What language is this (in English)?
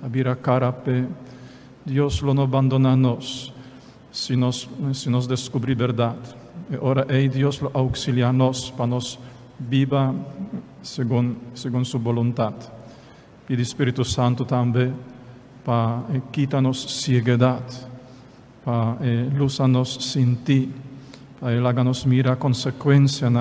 Papiamento